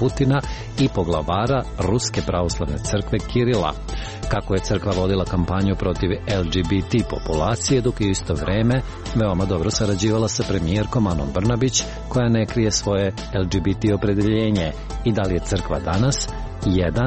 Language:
Serbian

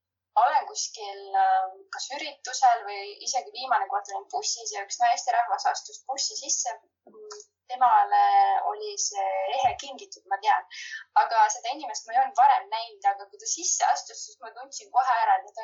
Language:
Estonian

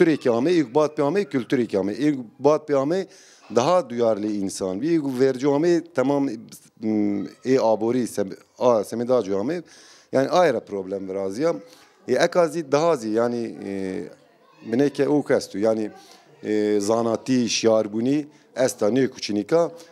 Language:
Zaza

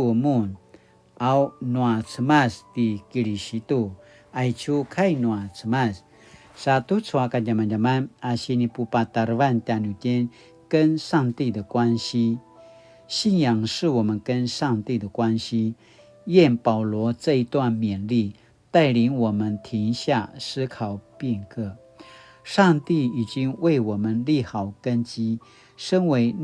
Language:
Paiwan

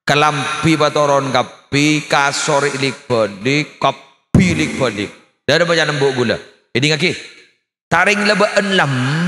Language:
Madurese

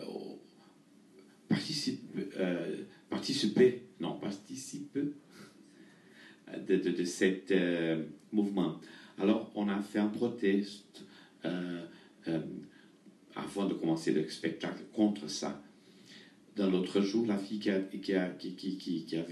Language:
French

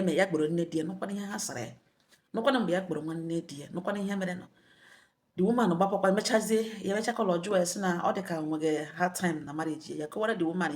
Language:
Igbo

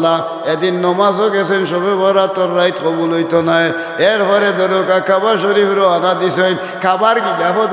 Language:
Sylheti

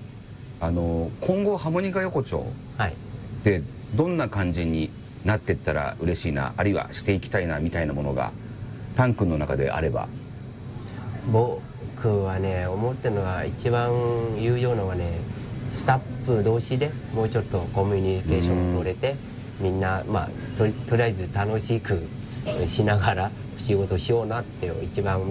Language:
Japanese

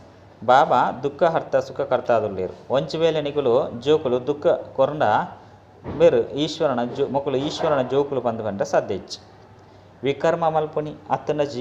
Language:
Tulu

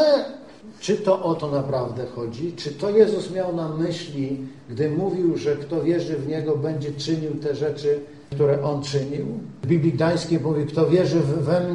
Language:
Polish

